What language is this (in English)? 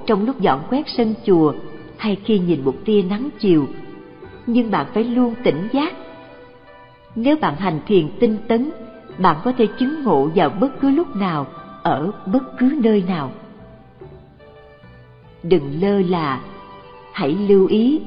Vietnamese